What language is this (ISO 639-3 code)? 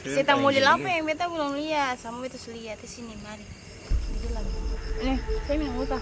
abs